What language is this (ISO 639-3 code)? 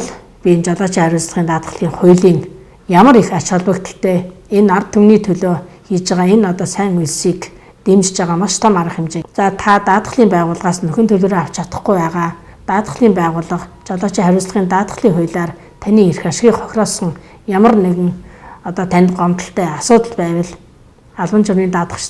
mon